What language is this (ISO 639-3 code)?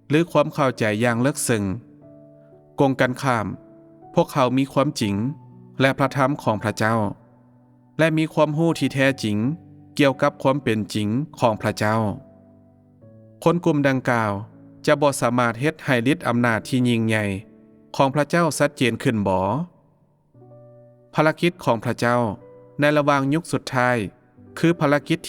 lao